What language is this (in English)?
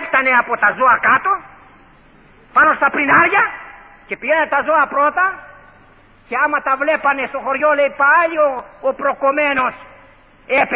Greek